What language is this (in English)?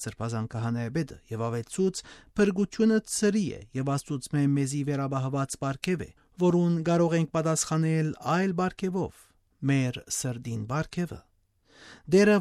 Western Armenian